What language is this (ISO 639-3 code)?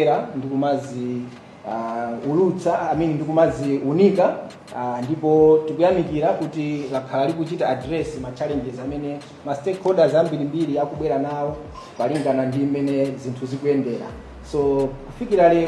nya